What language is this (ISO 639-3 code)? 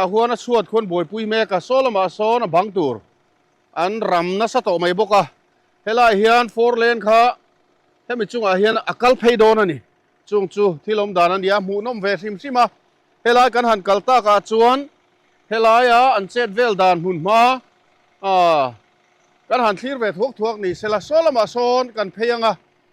lus